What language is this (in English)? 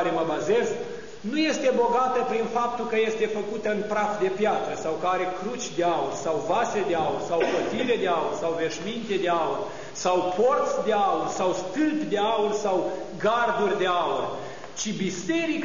Romanian